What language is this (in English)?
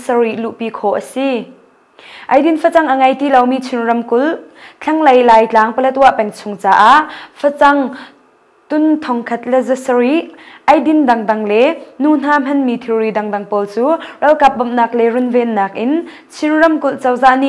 Hakha Chin